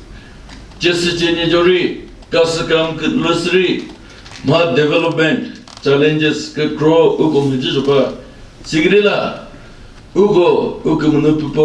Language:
Chokri Naga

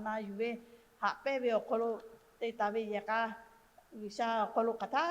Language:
Lahu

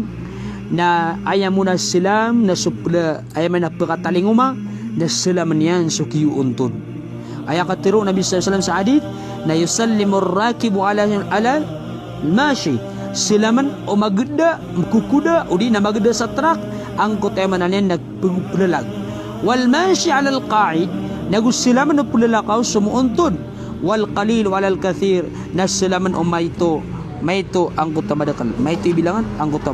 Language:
Maranao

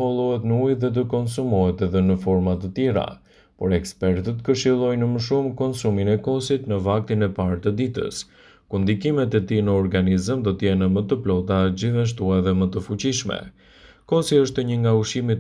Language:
Albanian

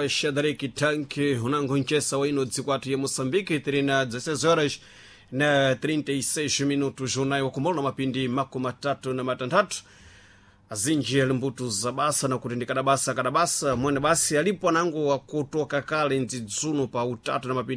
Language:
Sena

